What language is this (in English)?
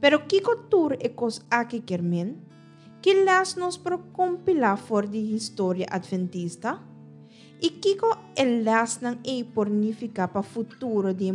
Papiamento